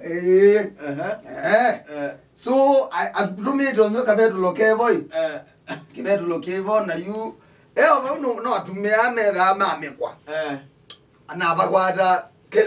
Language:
Kamba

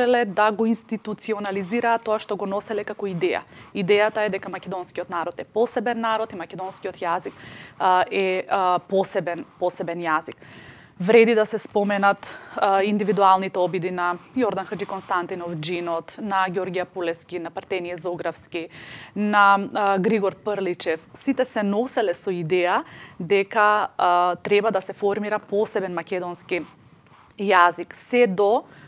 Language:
Macedonian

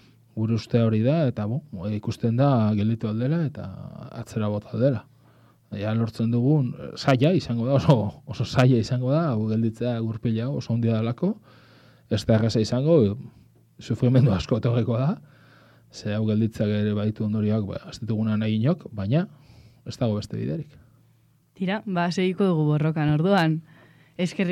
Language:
Basque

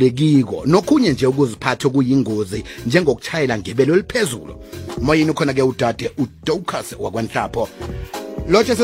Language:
South Ndebele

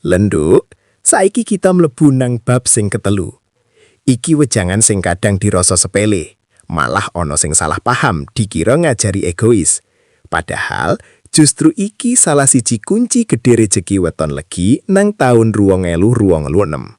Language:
Javanese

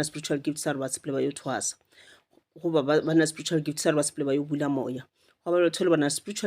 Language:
Northern Sotho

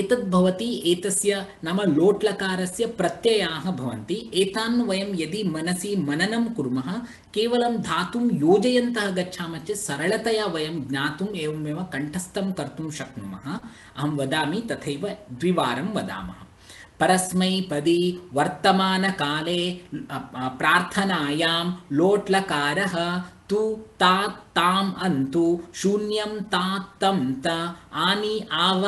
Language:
Sanskrit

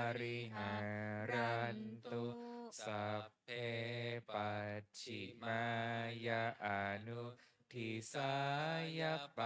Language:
Pali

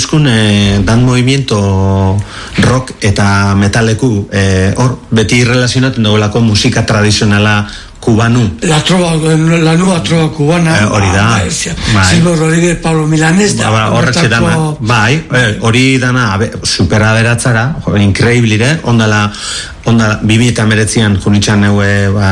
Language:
Basque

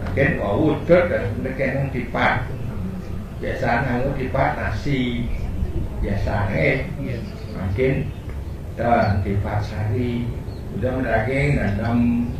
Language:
Balinese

